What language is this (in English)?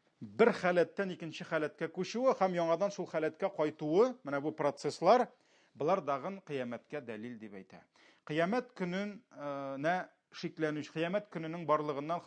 Tatar